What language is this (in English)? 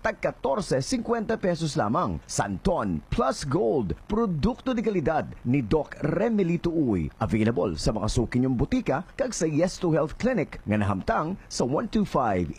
Hiligaynon